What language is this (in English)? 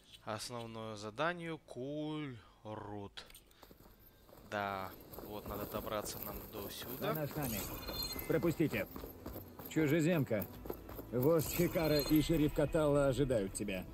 Russian